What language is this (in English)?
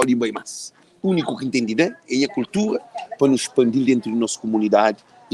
Kabuverdianu